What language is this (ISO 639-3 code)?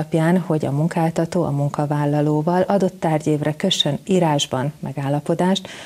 hun